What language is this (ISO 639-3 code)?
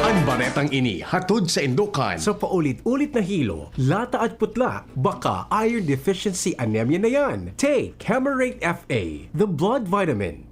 bik